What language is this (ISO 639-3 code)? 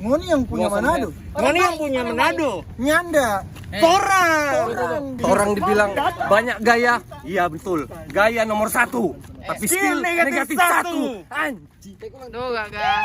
xmm